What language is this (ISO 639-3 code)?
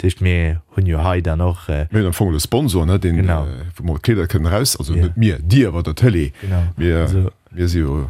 ltz